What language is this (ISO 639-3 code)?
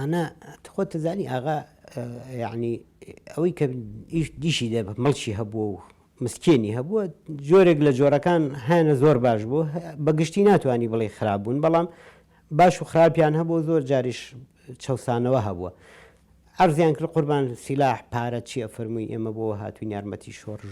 ckb